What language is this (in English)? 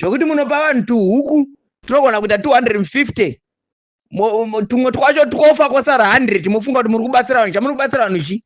Shona